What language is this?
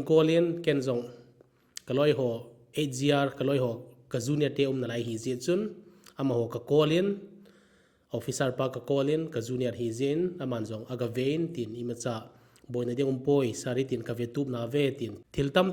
Thado Chin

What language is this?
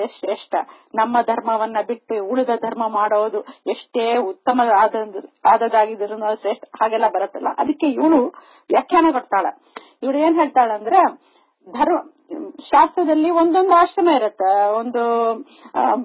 Kannada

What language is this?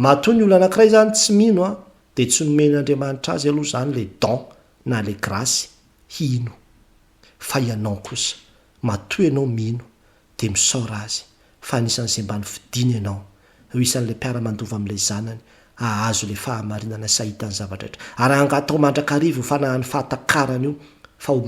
Malagasy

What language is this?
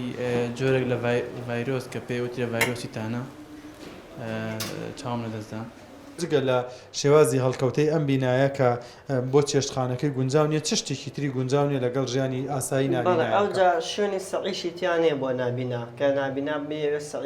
Central Kurdish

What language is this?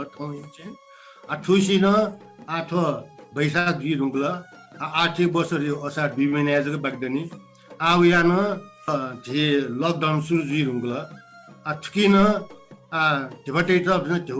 Newari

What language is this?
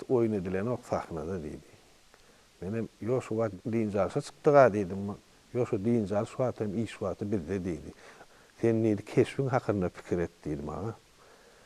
Turkmen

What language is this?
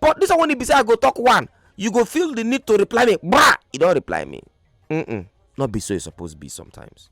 Nigerian Pidgin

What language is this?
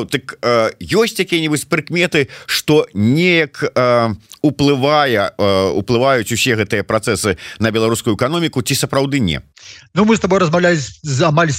Belarusian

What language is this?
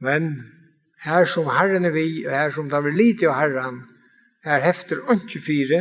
Faroese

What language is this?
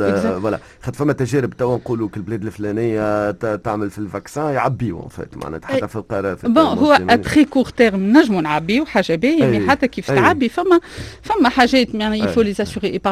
Tunisian Arabic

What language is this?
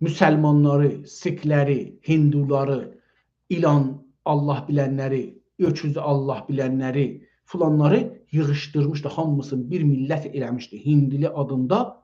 South Azerbaijani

